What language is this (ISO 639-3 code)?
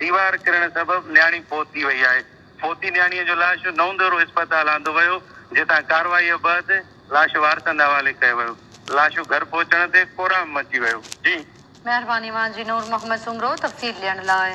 snd